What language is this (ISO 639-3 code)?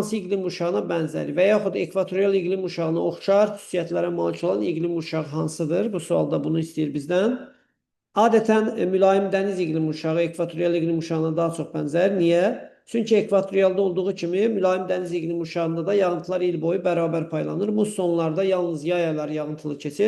aze